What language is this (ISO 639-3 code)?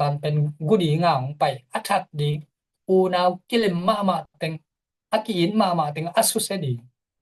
ctd